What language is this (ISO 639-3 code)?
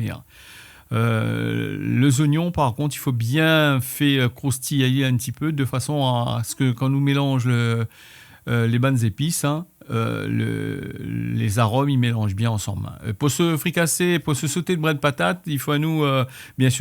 rcf